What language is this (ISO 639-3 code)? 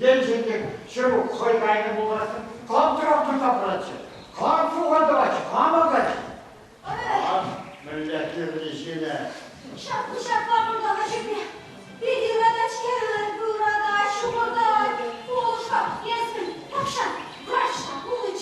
chv